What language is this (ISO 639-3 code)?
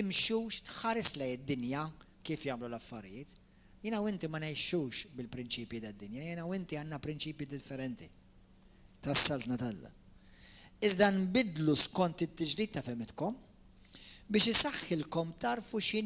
mlt